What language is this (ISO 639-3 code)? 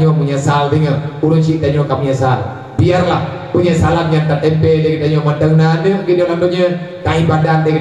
ace